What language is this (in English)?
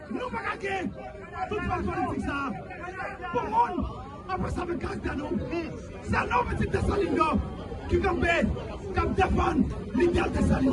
Haitian Creole